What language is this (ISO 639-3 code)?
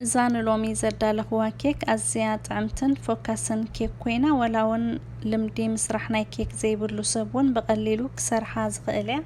tir